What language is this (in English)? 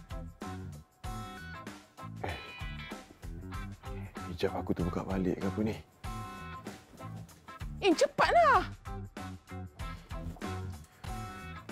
Malay